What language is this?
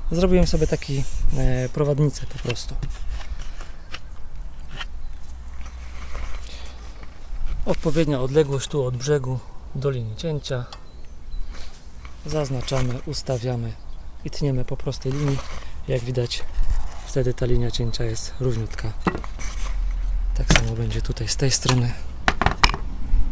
Polish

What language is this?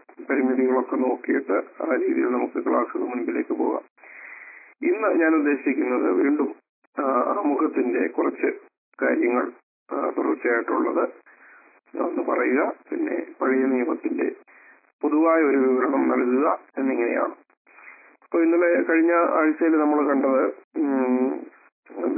Malayalam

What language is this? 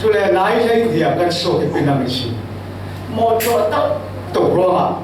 Falam Chin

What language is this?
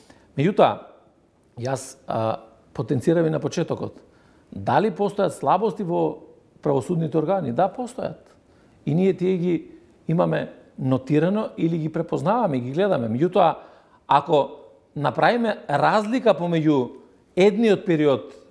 Macedonian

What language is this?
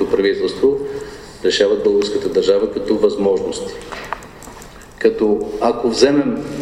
Bulgarian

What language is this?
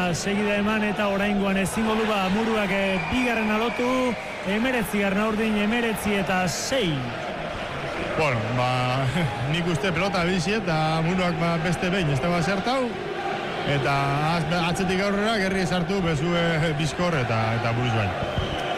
Basque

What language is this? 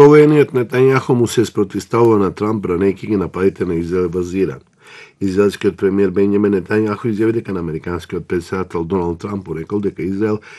Macedonian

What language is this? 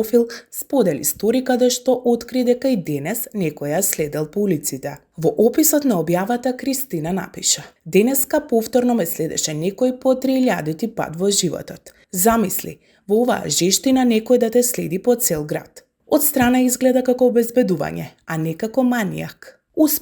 Macedonian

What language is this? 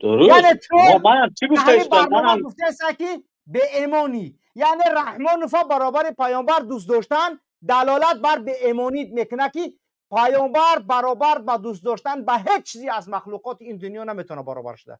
Tajik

